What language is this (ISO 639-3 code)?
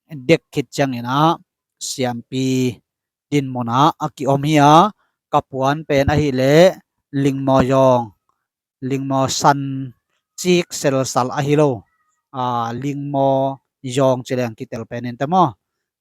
ctd